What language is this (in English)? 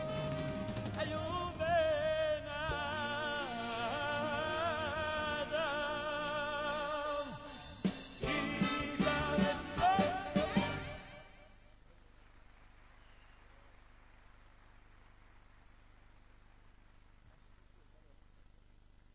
Hebrew